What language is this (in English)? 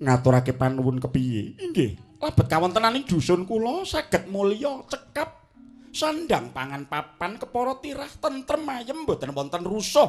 Javanese